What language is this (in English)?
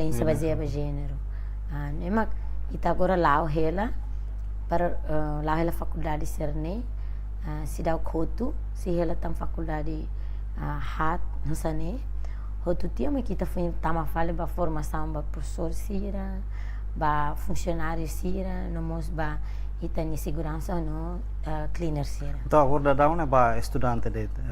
Tetum